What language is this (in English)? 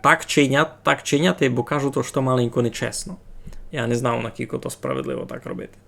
Rusyn